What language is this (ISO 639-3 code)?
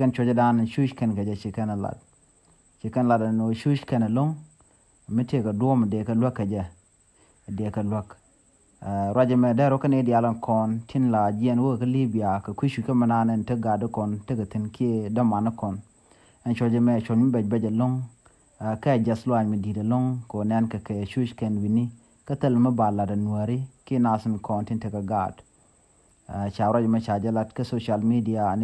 nus